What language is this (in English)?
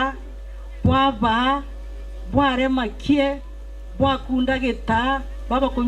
Meru